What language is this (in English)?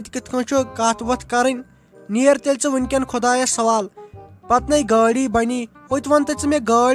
Kashmiri